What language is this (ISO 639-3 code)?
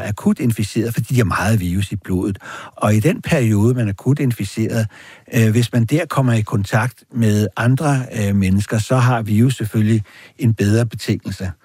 dan